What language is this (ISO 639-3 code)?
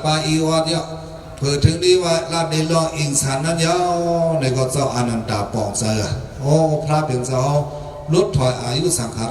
shn